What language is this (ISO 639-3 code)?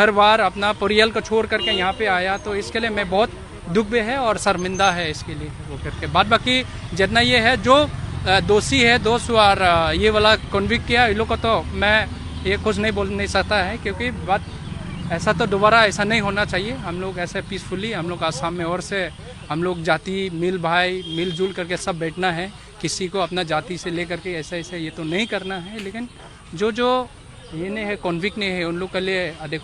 mjw